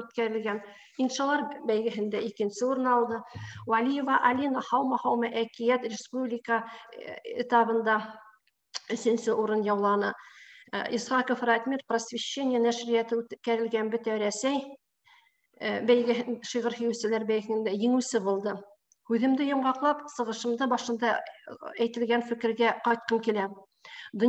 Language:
Bashkir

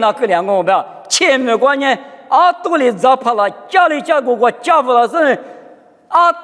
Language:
Lisu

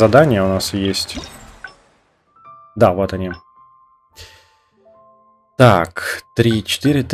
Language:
Russian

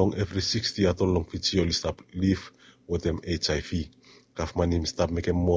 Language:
Bislama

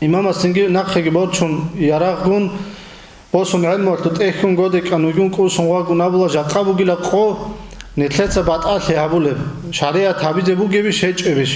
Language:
Avaric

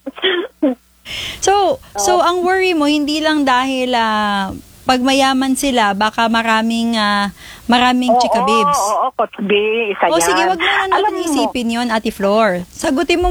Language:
Filipino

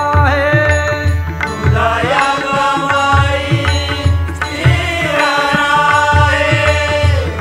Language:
Marathi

